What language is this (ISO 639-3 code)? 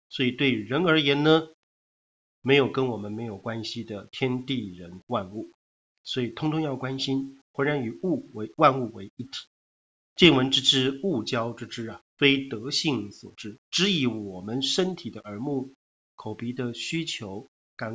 zho